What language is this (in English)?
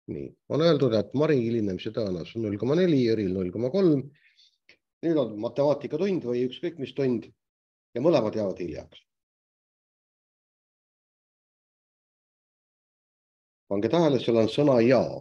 Estonian